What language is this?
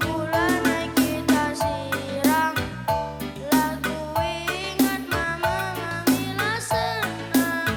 Batak Karo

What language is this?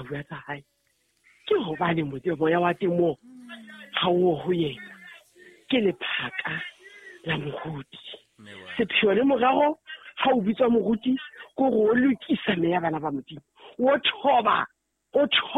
Southern Sotho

